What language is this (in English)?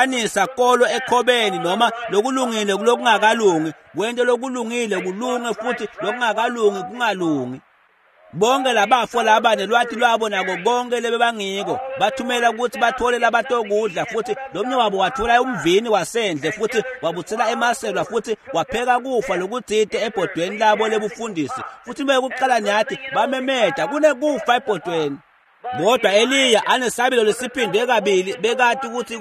Swati